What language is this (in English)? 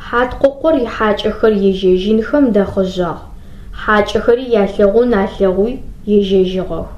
Adyghe